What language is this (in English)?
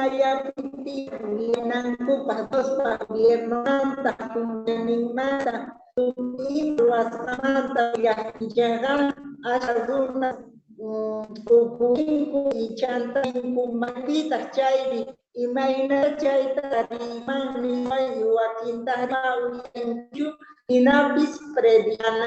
Quechua